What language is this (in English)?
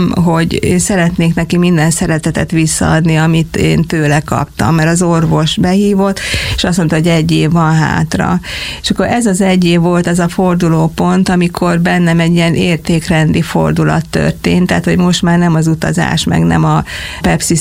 Hungarian